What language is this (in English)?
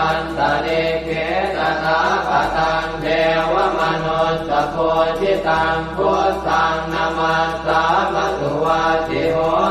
Pali